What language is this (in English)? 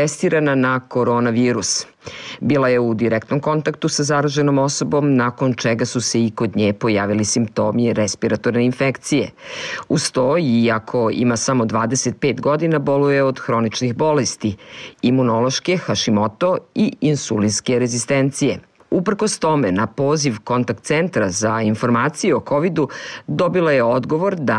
Serbian